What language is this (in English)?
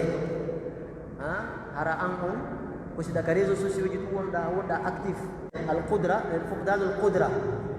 Pular